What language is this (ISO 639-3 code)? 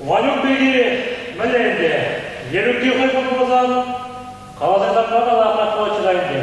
chv